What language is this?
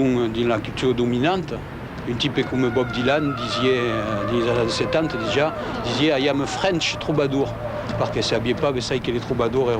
Occitan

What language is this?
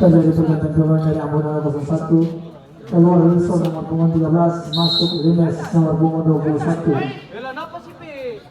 Ambonese Malay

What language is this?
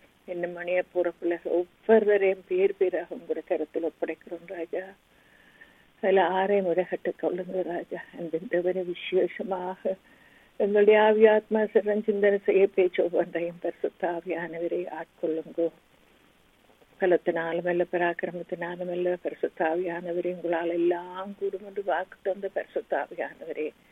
Tamil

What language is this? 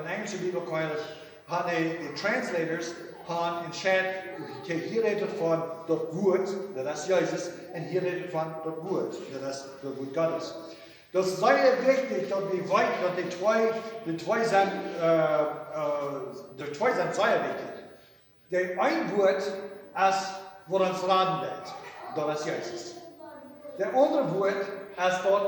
Plautdietsch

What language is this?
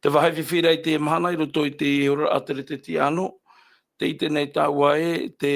Tahitian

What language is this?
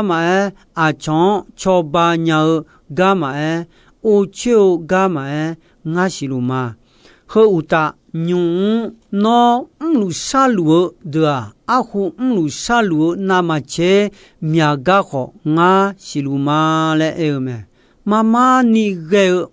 Akha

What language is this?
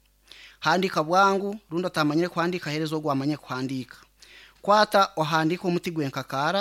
Nyankole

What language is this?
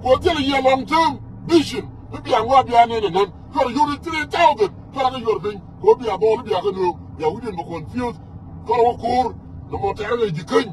Nuer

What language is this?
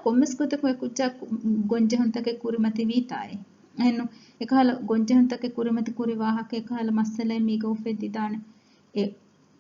Divehi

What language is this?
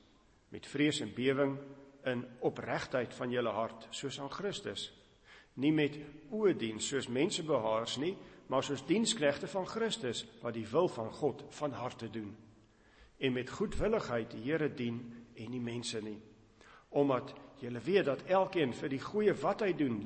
Afrikaans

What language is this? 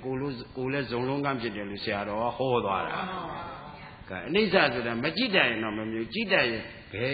Burmese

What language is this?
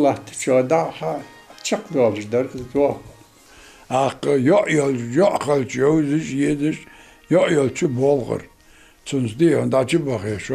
Ingush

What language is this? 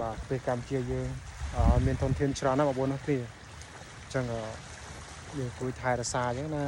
Khmer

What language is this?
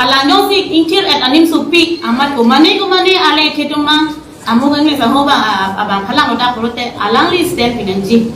Karbi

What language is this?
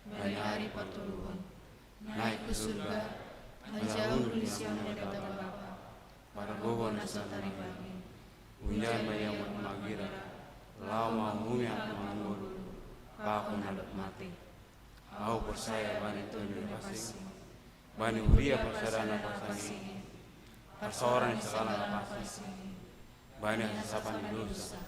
Batak Simalungun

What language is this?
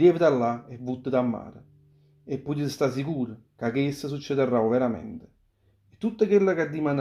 Neapolitan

